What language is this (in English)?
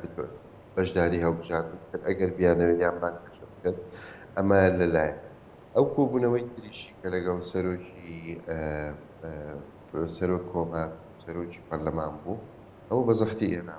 Central Kurdish